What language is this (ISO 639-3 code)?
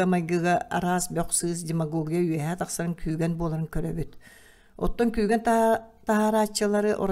sah